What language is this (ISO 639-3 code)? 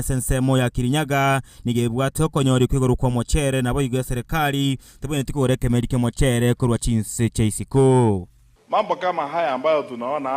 guz